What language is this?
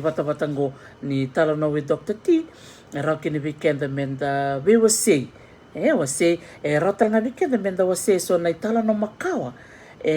Fijian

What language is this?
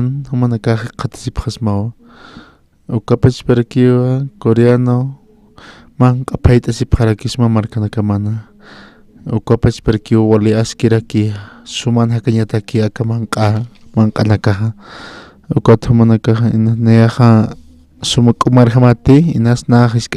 Aymara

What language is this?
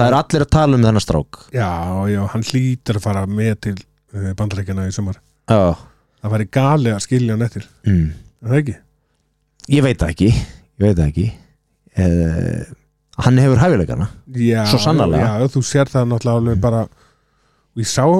Icelandic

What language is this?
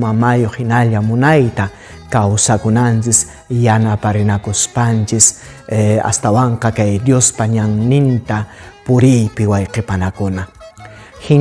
Quechua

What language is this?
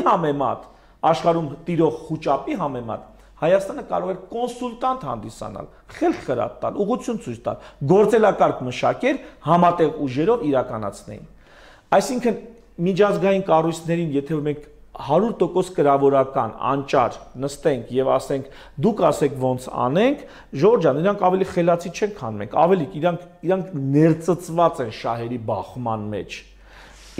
Armenian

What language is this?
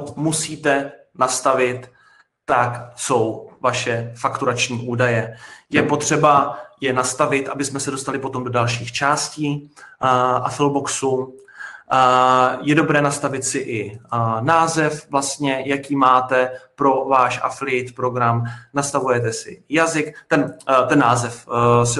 Czech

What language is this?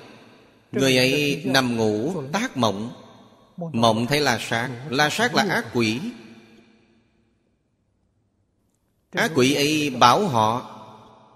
Vietnamese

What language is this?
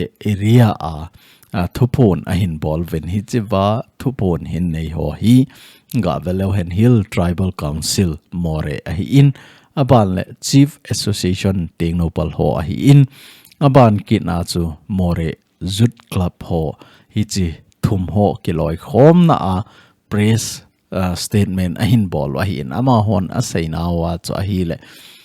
Thado Chin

